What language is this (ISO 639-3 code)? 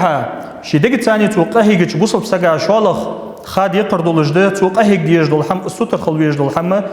inh